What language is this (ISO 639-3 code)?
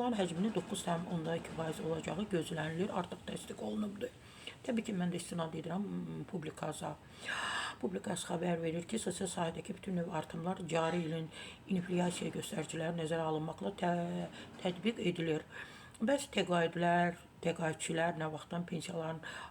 aze